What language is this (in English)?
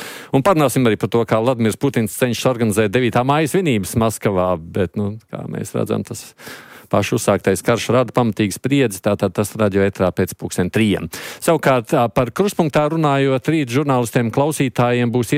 Latvian